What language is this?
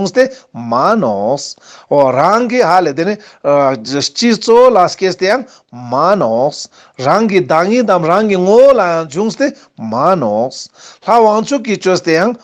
Ladakhi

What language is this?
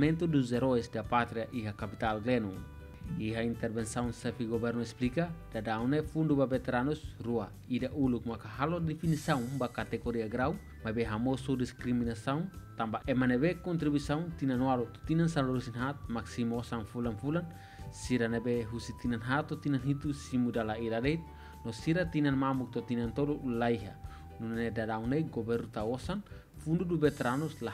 Tetum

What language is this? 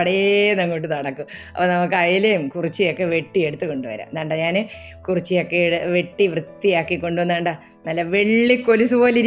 Malayalam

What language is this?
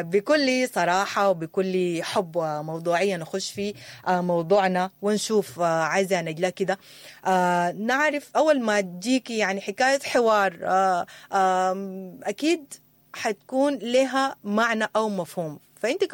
Sudanese Arabic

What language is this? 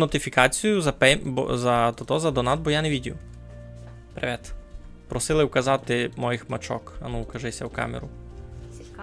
Rusyn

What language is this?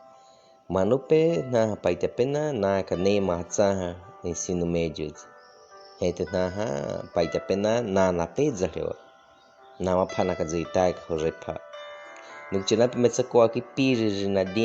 Baniwa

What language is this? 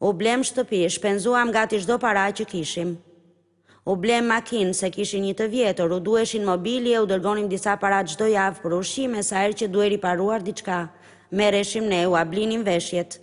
Albanian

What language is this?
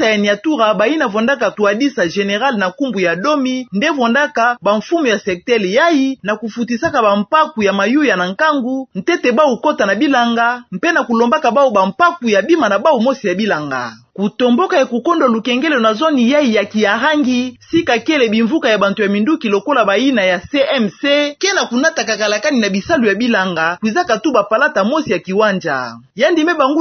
Kituba (Democratic Republic of Congo)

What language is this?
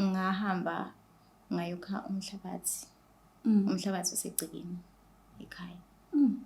Zulu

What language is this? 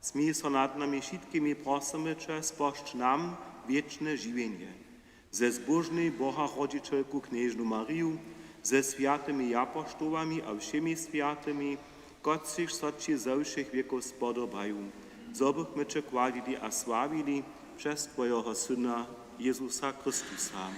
Upper Sorbian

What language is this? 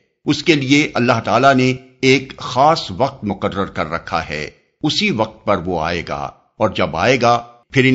Urdu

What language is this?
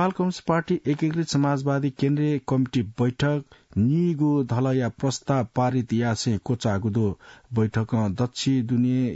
Newari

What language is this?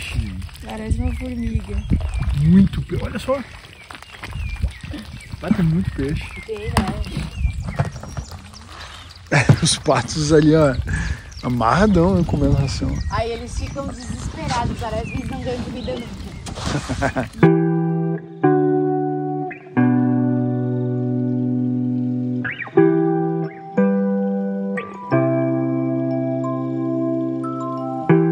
Portuguese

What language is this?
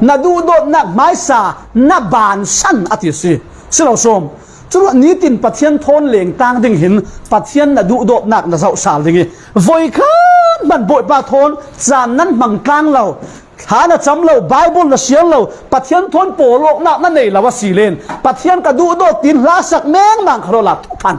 Falam Chin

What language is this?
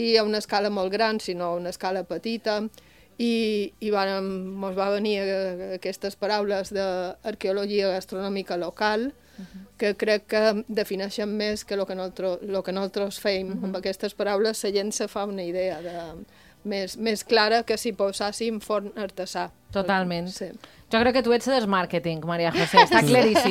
Catalan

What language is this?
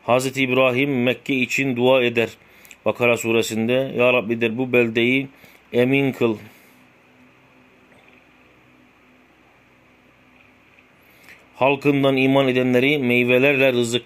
Turkish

